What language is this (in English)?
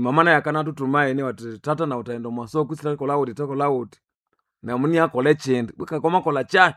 Nande